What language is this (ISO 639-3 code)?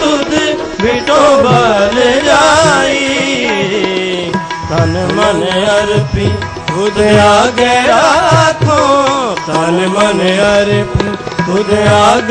pan